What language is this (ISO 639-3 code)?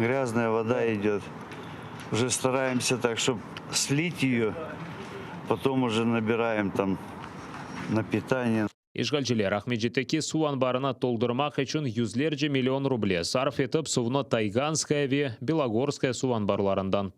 crh